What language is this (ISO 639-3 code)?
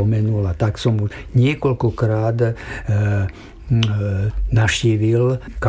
slk